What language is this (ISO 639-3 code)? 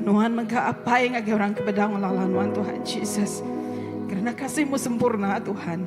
iba